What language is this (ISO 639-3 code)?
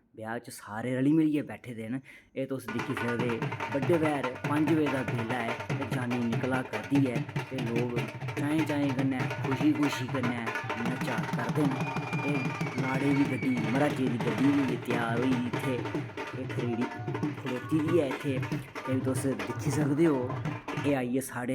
doi